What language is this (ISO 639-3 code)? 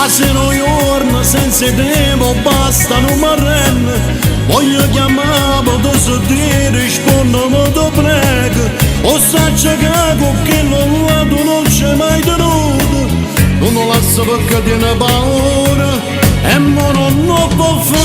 nap